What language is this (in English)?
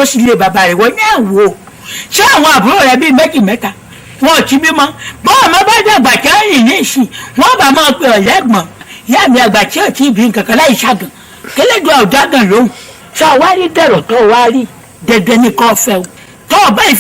Yoruba